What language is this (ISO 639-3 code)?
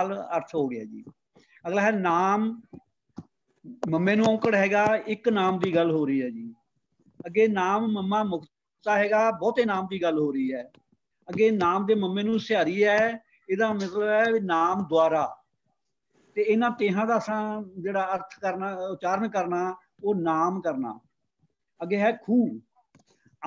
pan